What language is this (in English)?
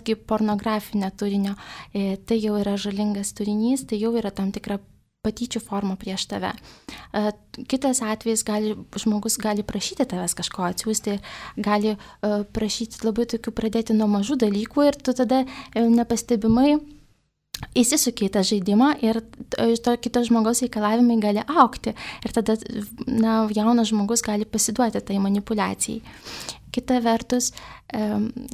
Lithuanian